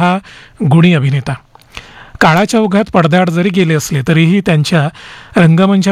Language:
Marathi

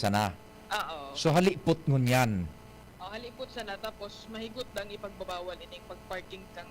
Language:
Bikol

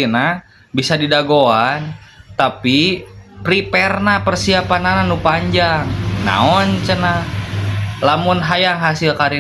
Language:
Sundanese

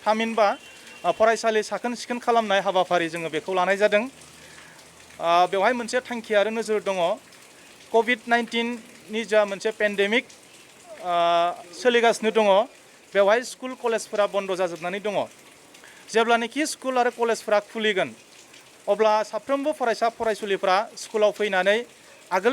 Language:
Bodo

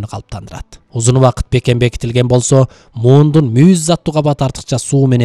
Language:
Kyrgyz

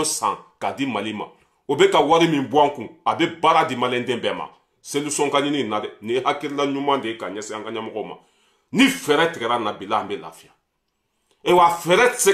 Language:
Bambara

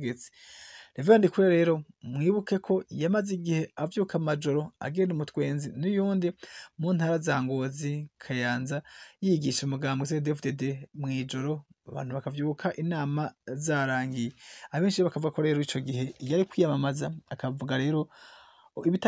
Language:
Rundi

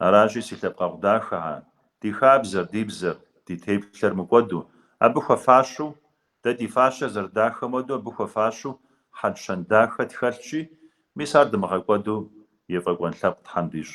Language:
Kabardian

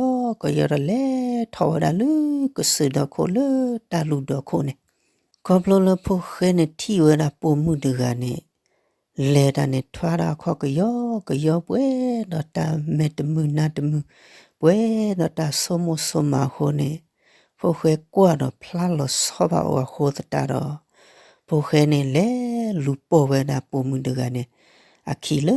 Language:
S'gaw Karen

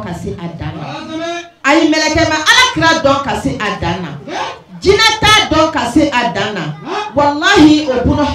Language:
Bambara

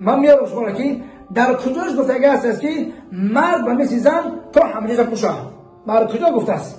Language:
Tajik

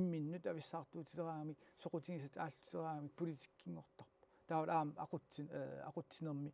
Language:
Kalaallisut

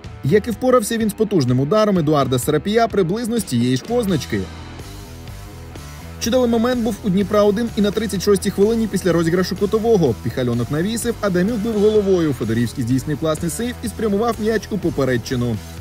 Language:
Ukrainian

